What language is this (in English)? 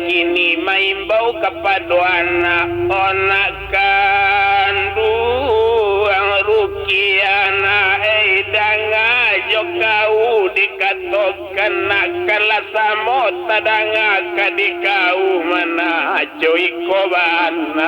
Minangkabau